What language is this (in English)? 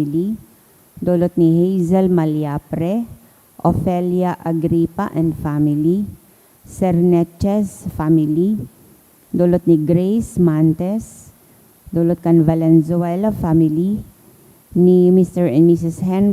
Bikol